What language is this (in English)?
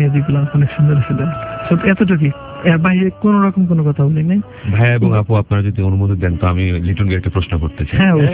Bangla